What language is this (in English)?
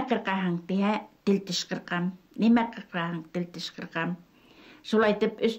Bashkir